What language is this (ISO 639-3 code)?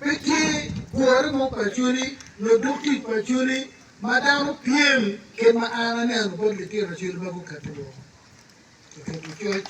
ach